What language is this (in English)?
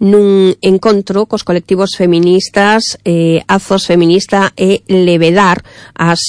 Galician